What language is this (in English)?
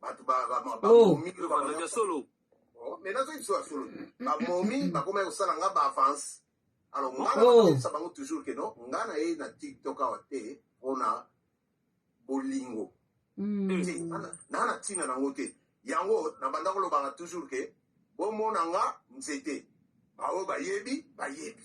Lingala